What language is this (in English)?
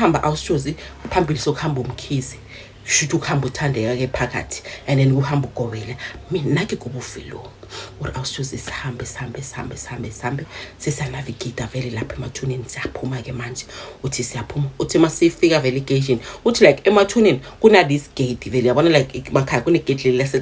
Zulu